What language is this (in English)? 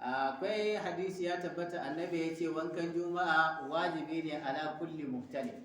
Hausa